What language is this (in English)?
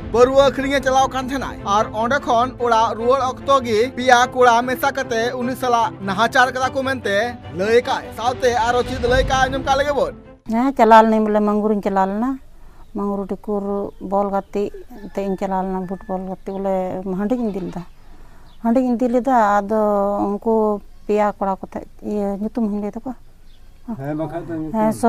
Santali